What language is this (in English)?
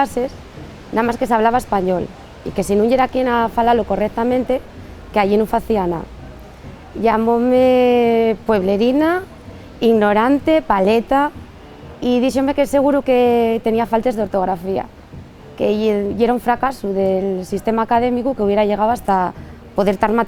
Asturian